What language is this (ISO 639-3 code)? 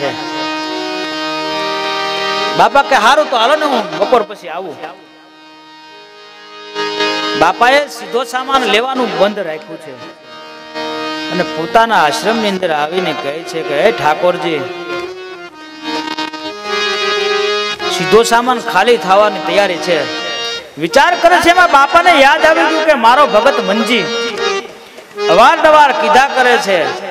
guj